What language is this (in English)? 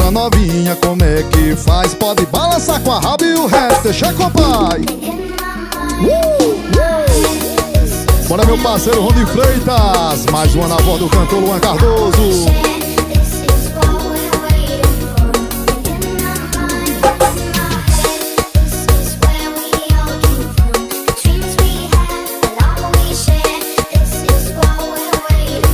Portuguese